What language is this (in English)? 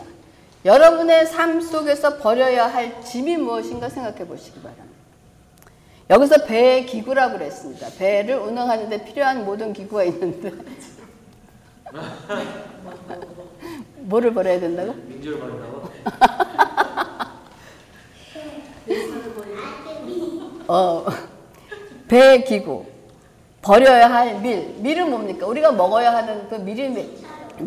Korean